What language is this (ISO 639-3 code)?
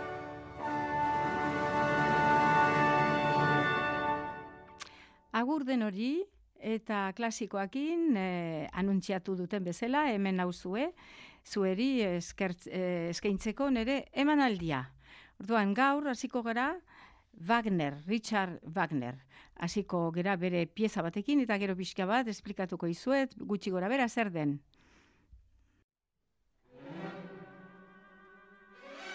eus